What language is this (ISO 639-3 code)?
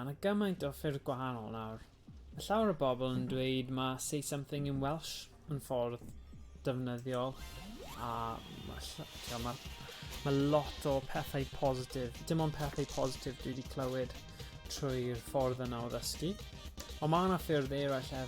cym